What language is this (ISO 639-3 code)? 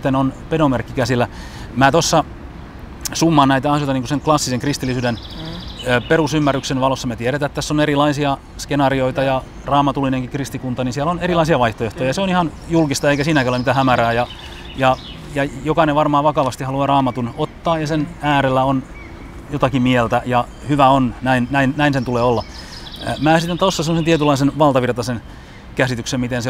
fin